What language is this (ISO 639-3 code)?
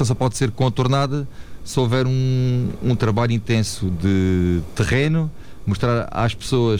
por